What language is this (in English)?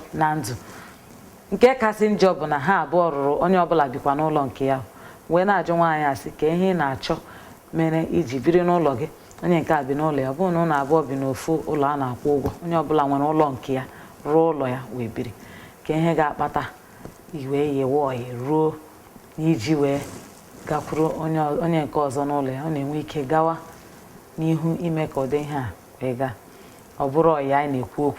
Igbo